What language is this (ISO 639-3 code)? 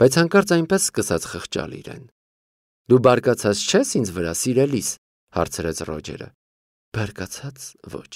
hye